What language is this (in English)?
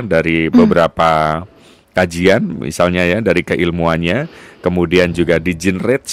Indonesian